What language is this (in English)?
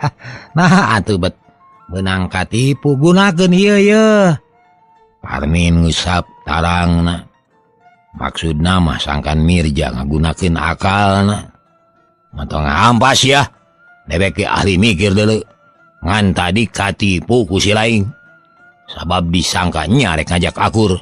Sundanese